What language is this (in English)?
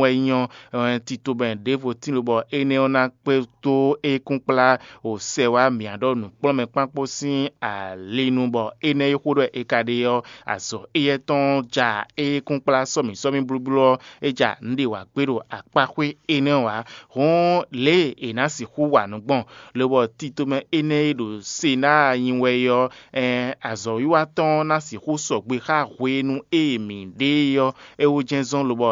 Fon